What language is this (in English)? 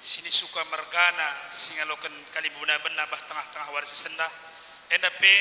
Batak Karo